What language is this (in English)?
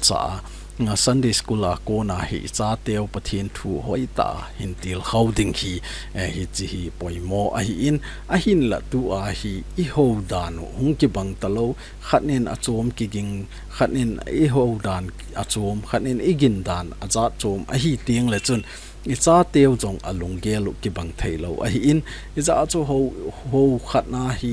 Thado Chin